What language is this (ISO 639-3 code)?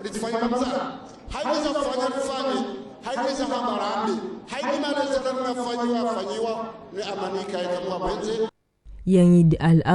zdj